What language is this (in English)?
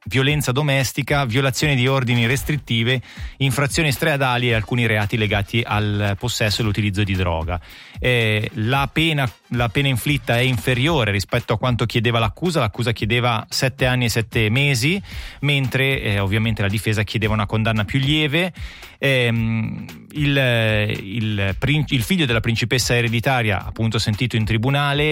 Italian